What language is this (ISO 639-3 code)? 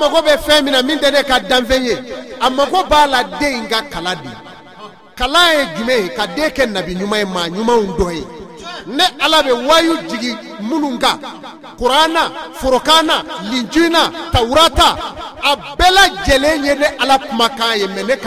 bam